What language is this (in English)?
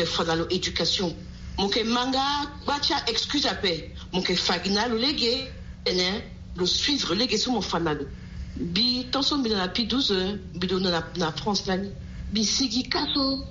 Sango